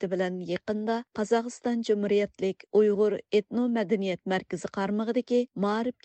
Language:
Uyghur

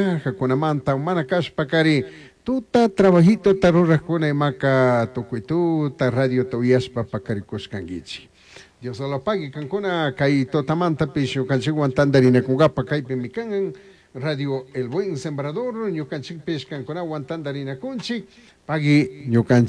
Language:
Chimborazo Highland Quichua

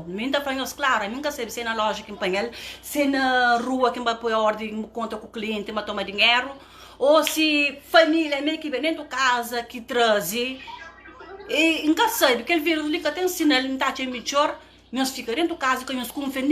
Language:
Kabuverdianu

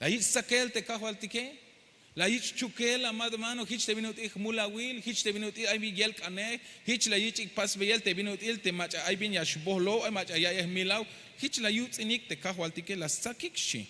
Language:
Tzeltal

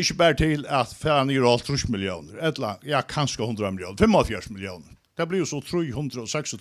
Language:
Faroese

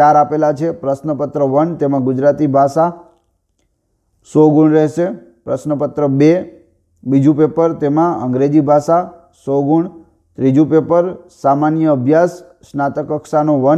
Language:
Gujarati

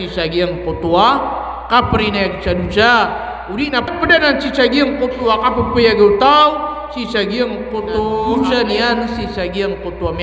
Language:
Maranao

